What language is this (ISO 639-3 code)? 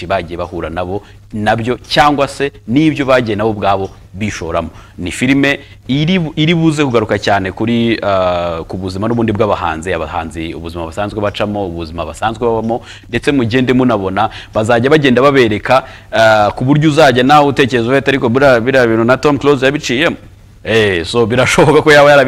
kin